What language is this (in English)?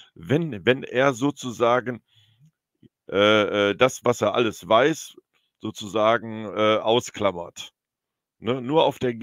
German